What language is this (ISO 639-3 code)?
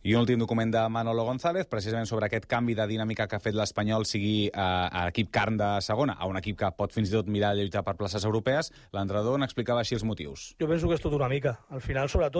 cat